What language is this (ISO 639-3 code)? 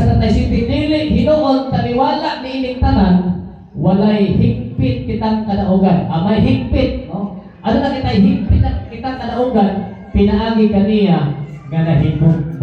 ceb